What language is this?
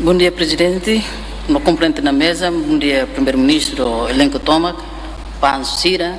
Tetum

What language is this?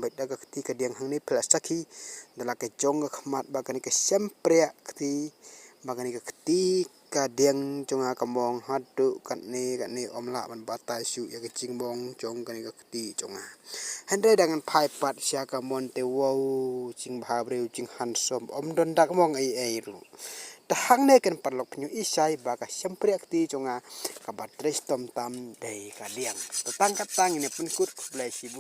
Khasi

